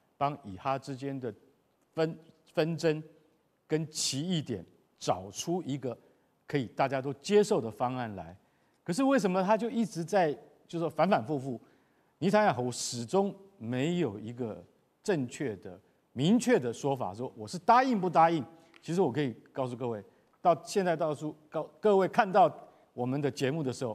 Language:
Chinese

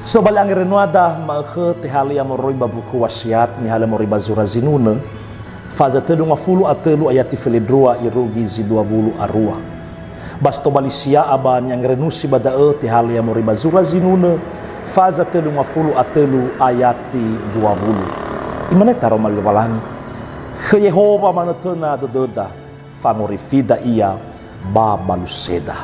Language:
Nias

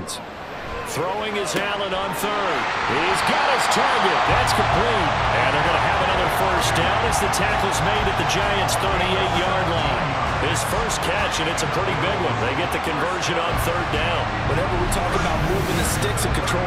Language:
English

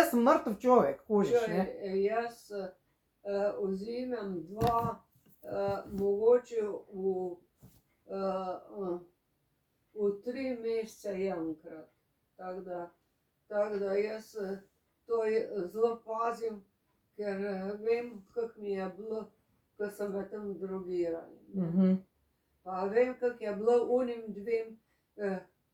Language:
Slovenian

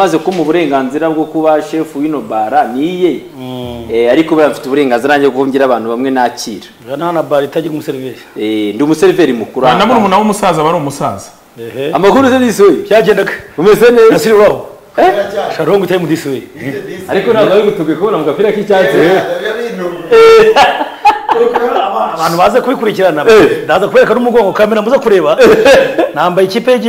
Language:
Kinyarwanda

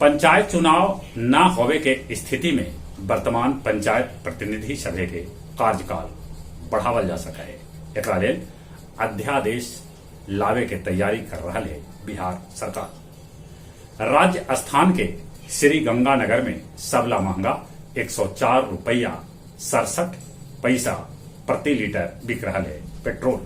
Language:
Magahi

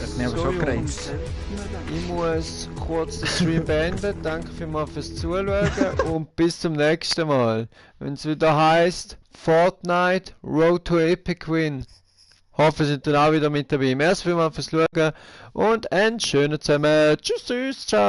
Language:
Swiss German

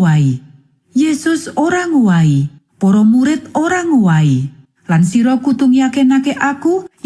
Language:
Javanese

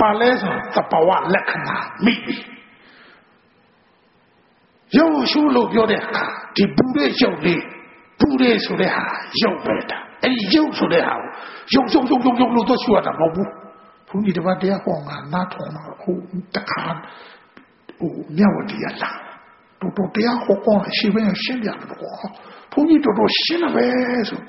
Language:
Burmese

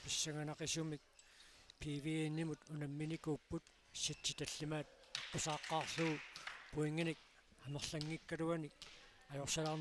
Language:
Kalaallisut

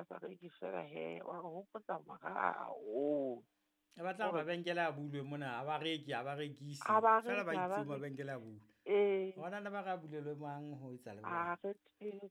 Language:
Southern Sotho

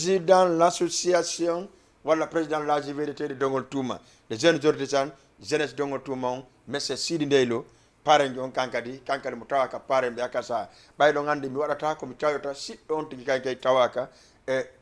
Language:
Fula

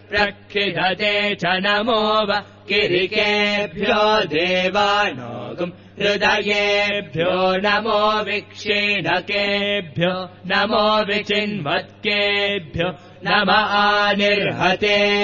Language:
Sanskrit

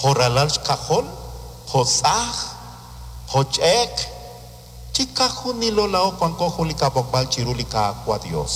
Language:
Kekchí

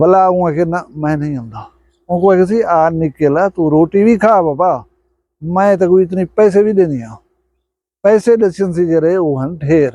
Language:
Saraiki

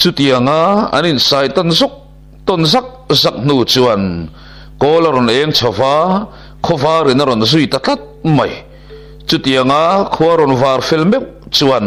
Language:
Mizo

